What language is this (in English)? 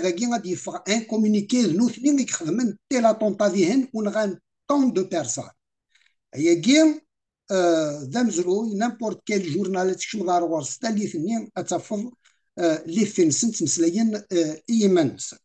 Kabyle